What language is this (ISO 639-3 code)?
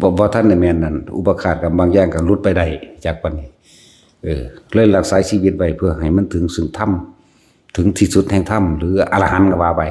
tts